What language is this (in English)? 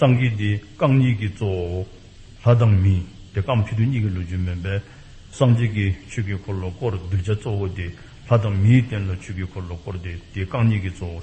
Dzongkha